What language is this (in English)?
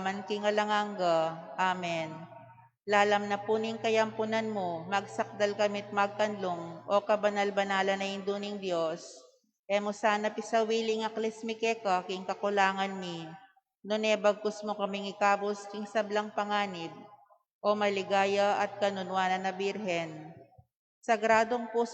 Pampanga